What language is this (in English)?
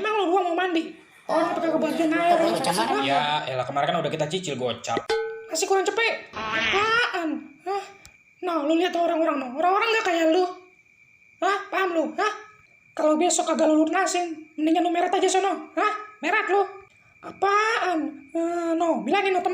Betawi